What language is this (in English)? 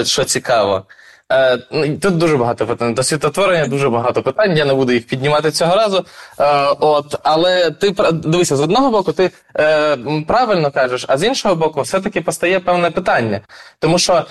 Ukrainian